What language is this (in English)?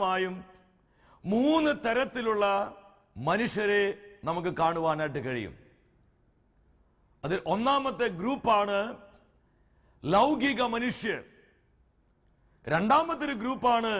Malayalam